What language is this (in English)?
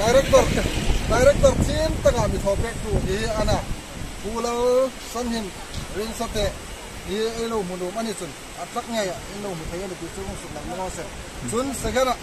Hmar